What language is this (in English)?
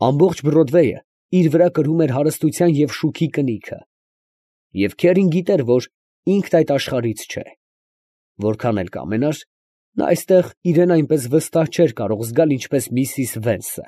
Armenian